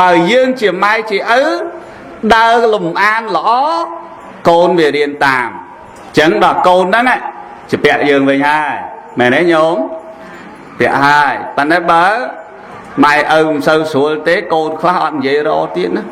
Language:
Khmer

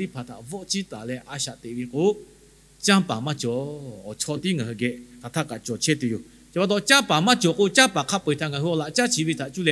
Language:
Lahu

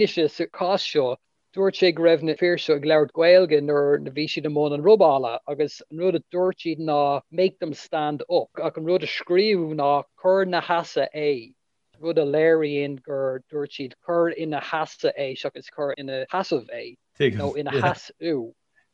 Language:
Irish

